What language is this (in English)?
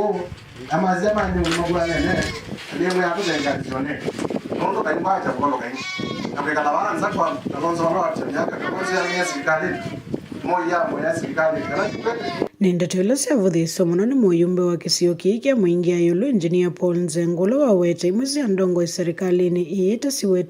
Kamba